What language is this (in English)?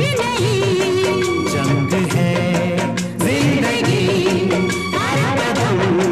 Hindi